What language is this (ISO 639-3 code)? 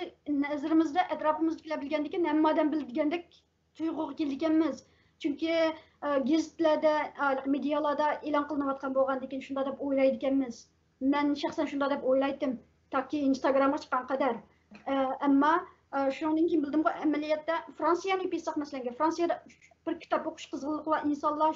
uig